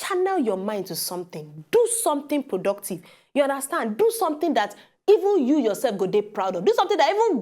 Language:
Nigerian Pidgin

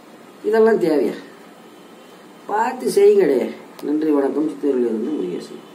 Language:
Tamil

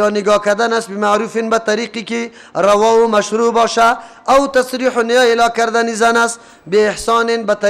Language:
Persian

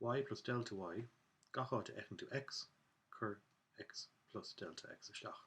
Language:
Irish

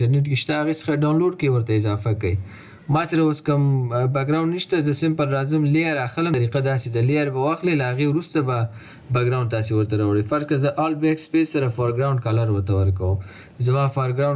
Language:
Pashto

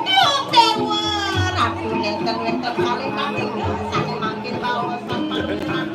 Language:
Balinese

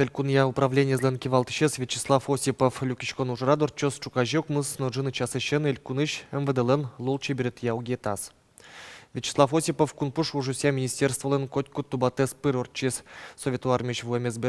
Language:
Udmurt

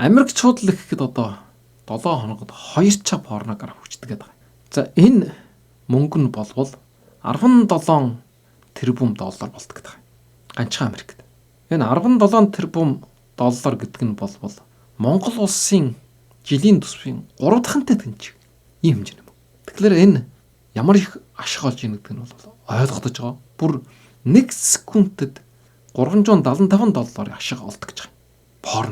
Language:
Mongolian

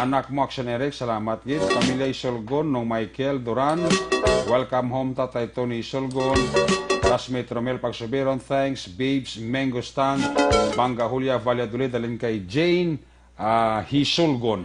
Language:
Hiligaynon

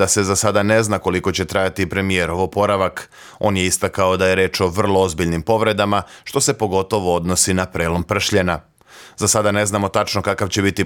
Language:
Serbian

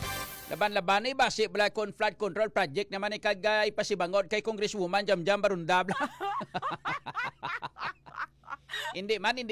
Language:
Hiligaynon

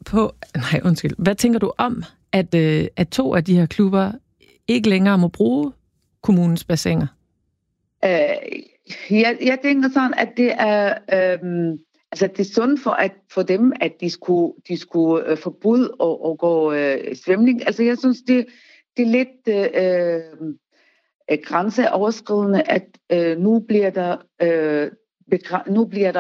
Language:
Danish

